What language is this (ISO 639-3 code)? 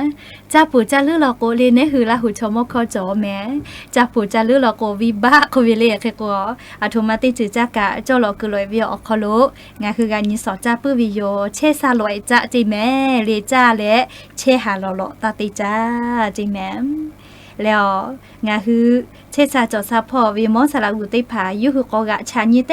lhu